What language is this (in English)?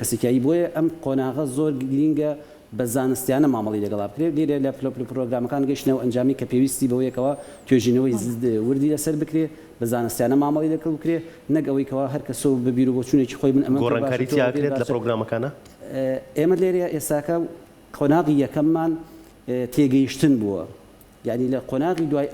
Central Kurdish